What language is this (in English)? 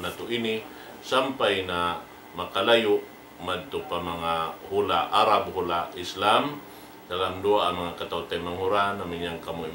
Tausug